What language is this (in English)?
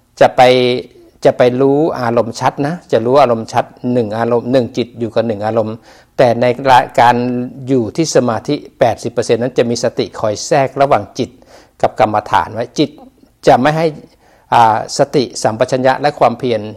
Thai